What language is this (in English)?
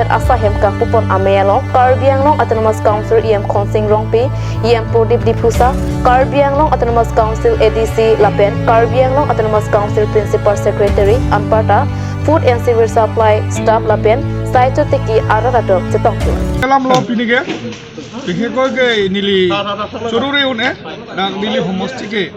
Karbi